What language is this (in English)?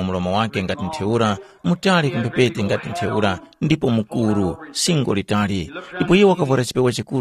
Tumbuka